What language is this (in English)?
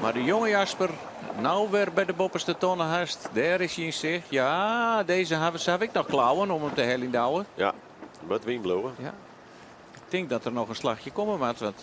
Western Frisian